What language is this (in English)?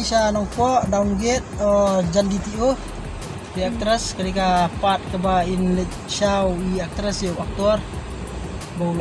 Khasi